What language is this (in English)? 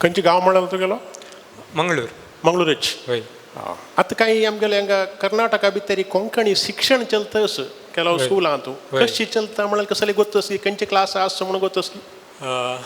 Konkani